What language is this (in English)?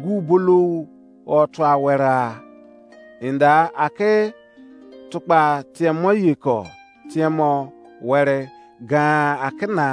Izon